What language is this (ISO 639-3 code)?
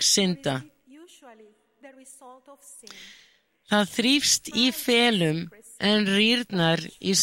isl